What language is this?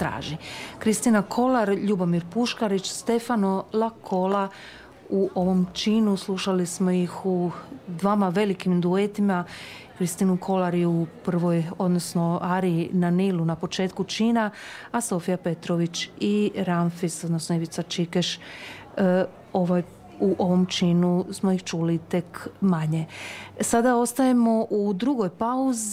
Croatian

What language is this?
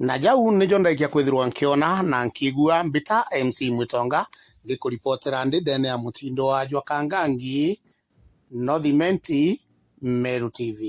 Meru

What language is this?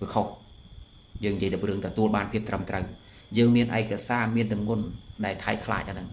Khmer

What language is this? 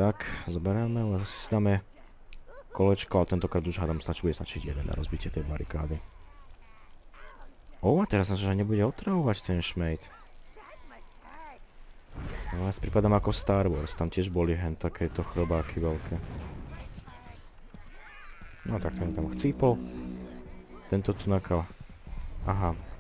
Slovak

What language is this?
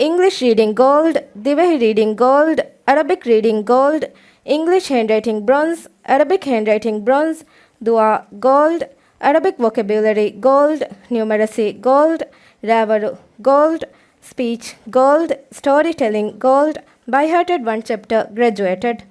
Divehi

